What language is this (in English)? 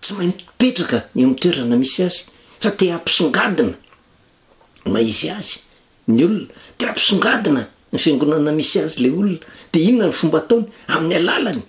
Malagasy